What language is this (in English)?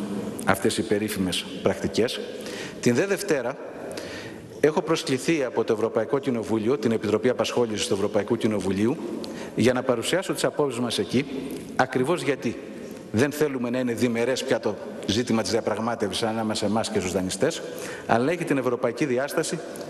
Greek